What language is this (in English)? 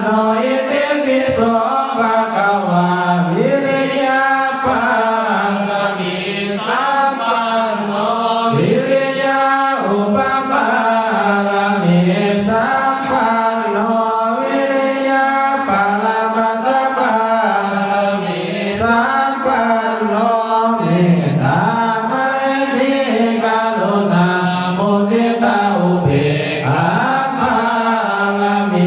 Pali